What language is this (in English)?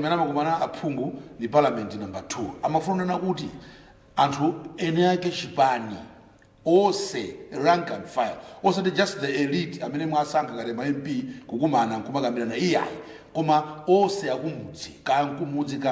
Nyanja